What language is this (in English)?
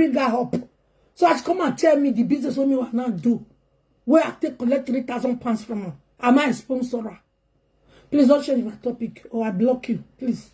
Nigerian Pidgin